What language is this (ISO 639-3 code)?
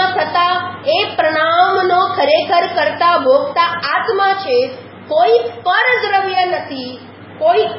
guj